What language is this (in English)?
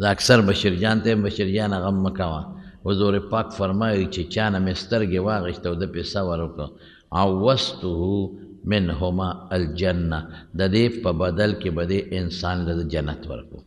Pashto